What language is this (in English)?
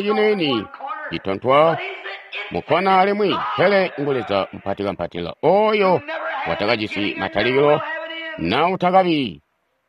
Tonga (Zambia)